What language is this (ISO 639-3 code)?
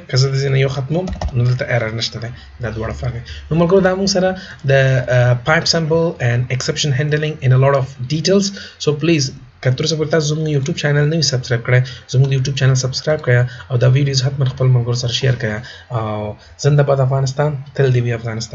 pus